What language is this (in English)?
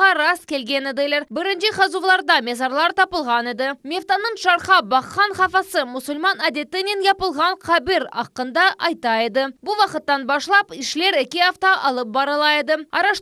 Crimean Tatar